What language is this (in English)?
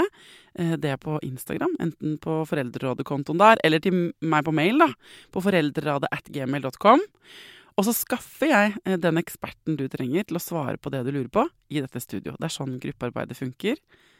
Norwegian